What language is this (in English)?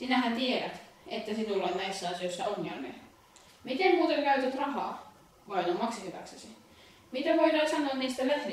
Finnish